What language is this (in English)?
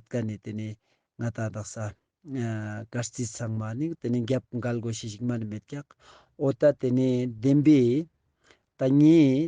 Ladakhi